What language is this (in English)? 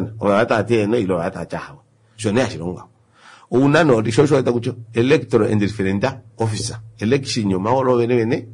Kuanyama